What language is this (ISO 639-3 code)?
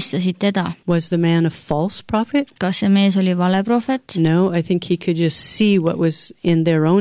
est